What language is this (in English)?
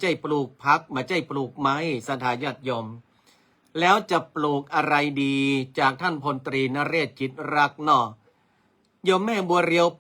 Northern Thai